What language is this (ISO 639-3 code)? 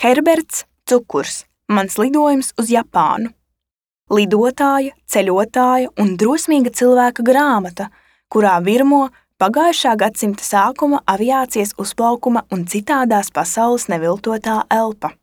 lav